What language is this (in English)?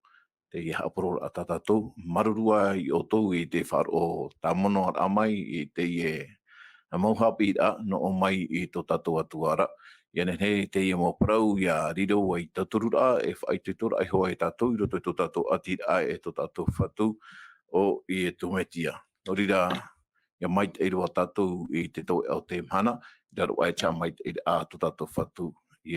Tahitian